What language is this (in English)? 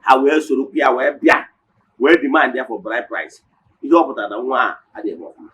Igbo